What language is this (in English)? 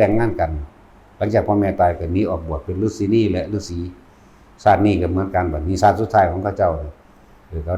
Northeastern Thai